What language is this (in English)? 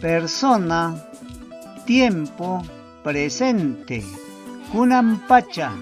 Ayacucho Quechua